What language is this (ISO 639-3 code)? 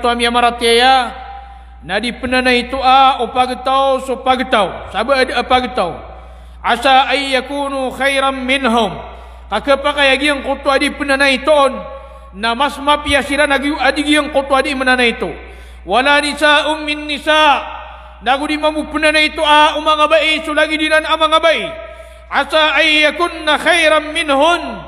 mrw